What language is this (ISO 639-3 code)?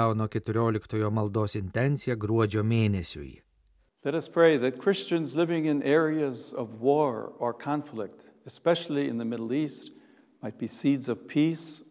lit